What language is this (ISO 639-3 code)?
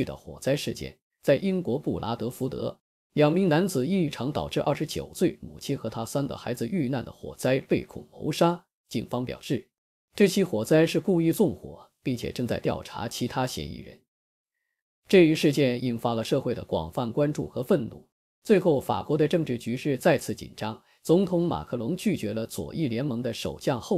zho